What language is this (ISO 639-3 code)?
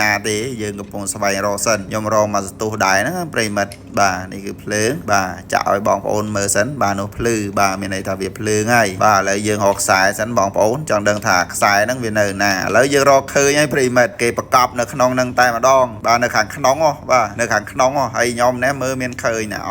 khm